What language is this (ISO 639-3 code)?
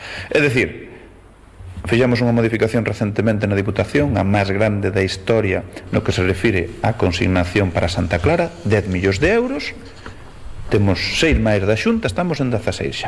glg